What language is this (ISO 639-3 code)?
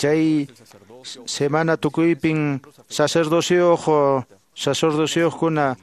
que